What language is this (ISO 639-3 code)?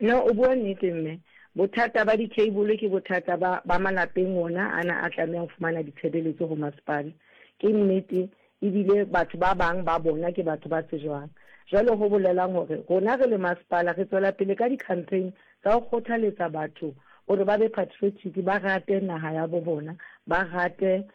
sot